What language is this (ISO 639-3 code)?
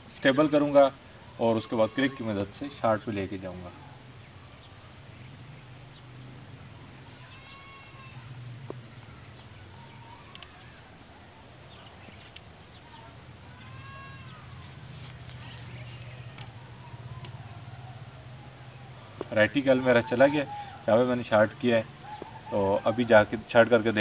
hin